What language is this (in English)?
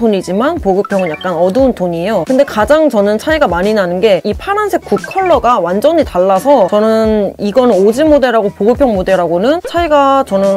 Korean